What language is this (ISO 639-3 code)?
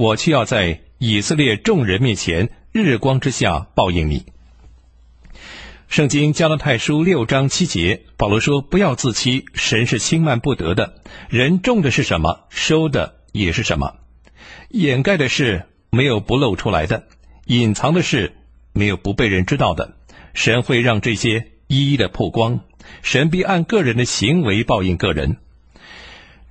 zho